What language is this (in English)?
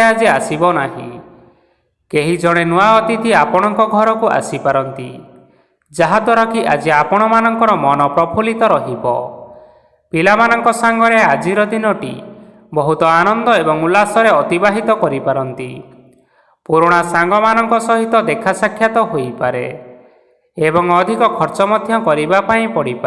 Odia